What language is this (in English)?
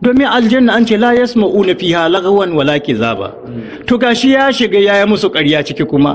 Hausa